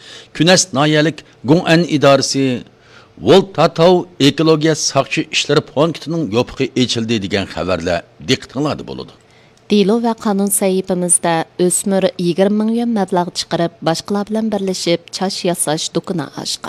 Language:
Uyghur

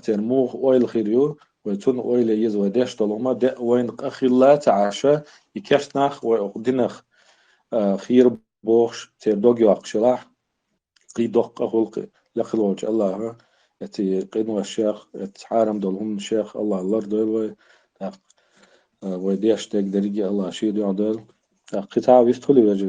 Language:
Chechen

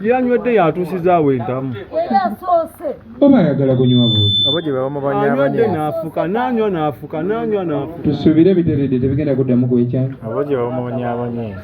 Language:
Ganda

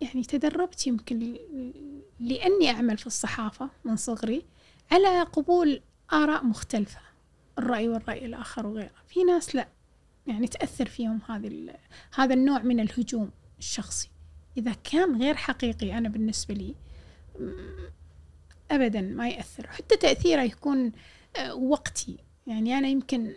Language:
Gulf Arabic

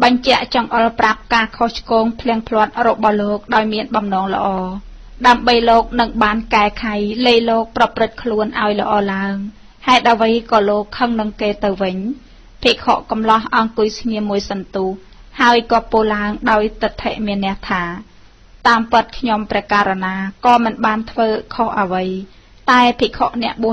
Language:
Khmer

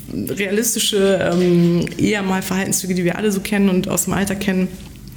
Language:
German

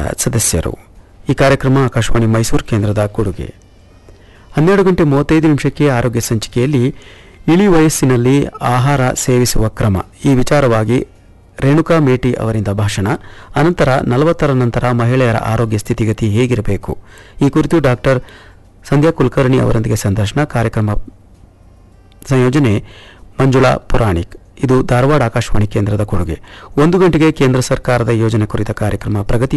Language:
Kannada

